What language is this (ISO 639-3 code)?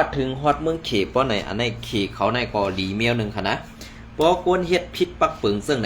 shn